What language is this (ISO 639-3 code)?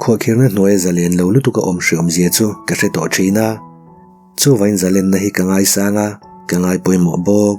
lus